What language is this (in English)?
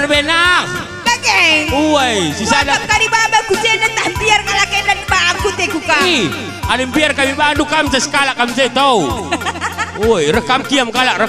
Batak Karo